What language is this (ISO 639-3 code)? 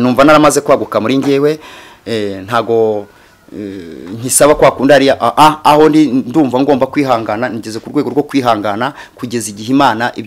kin